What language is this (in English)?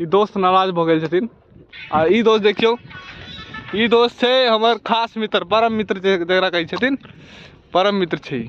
Maithili